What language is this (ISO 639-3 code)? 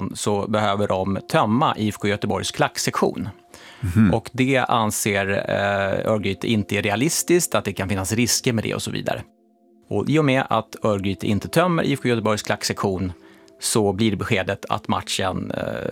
swe